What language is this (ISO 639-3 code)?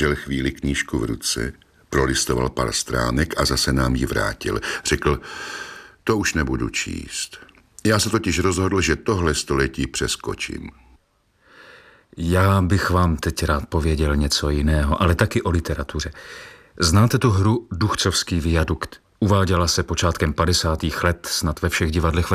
ces